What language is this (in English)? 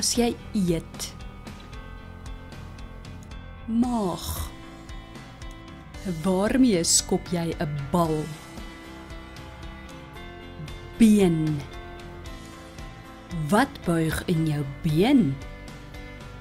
Afrikaans